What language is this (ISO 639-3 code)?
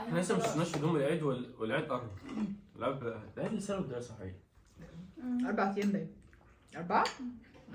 arz